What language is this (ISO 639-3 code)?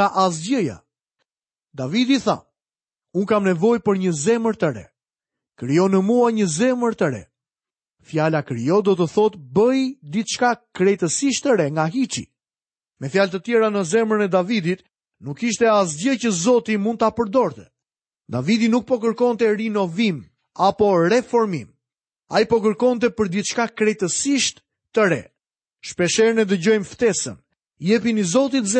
sqi